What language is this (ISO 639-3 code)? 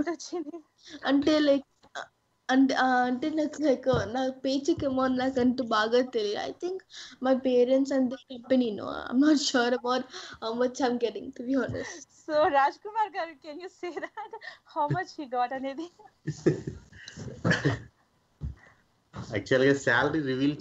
tel